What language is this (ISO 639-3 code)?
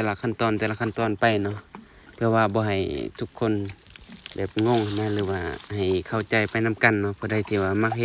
lao